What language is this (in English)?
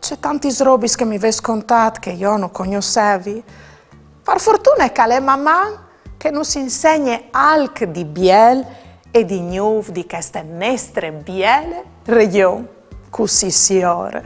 Friulian